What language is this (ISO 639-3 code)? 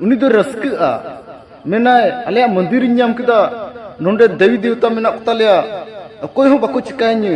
sat